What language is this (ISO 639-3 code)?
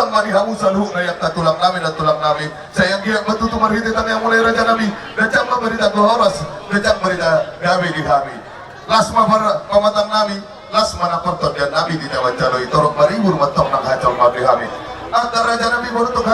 bbc